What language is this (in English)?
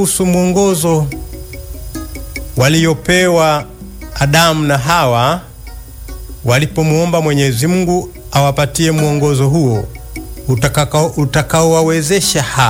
Swahili